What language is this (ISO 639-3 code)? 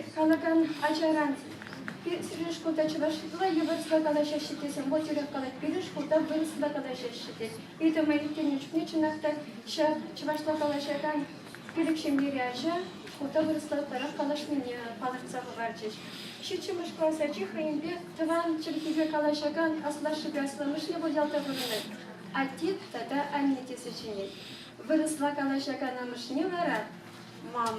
chv